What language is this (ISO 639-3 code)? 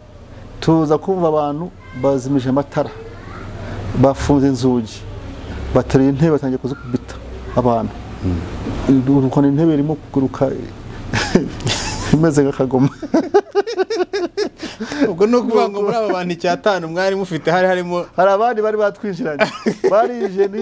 kin